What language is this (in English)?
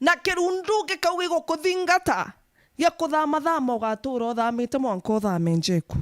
Meru